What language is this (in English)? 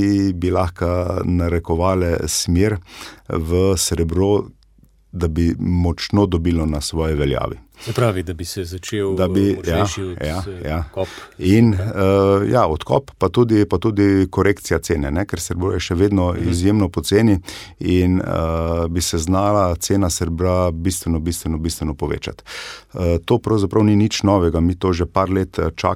Slovenian